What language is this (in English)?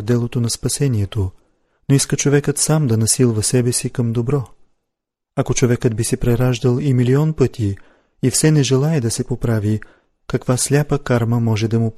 Bulgarian